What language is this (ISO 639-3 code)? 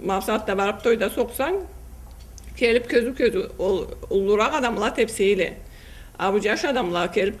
krc